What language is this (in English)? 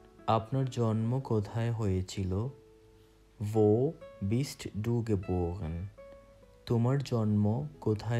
Bangla